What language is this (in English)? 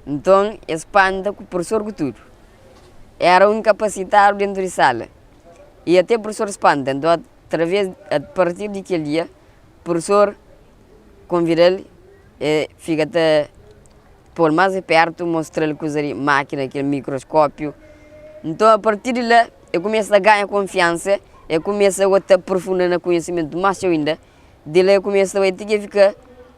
Kabuverdianu